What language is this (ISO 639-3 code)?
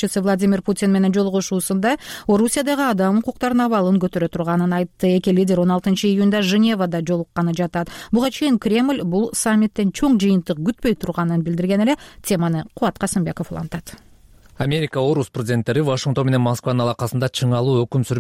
kir